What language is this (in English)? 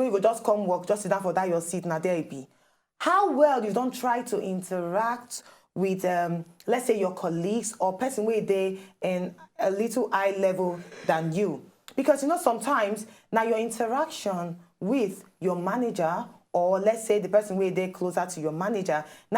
Nigerian Pidgin